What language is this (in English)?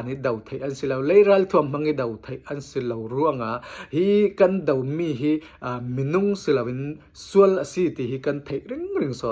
Falam Chin